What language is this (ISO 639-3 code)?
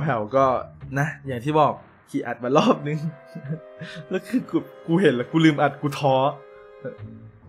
tha